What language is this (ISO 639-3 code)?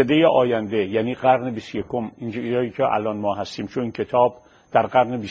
fas